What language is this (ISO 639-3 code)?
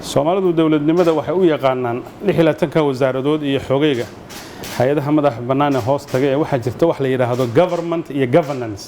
som